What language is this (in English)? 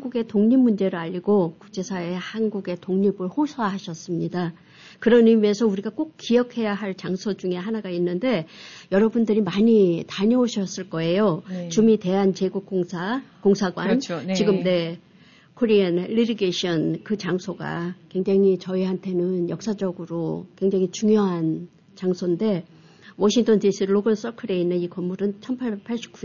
Korean